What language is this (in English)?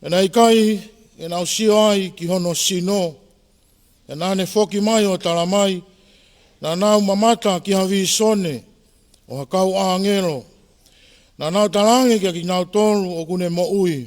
Tongan